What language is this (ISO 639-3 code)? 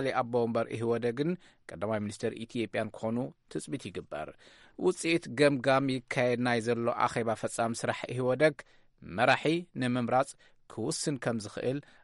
tir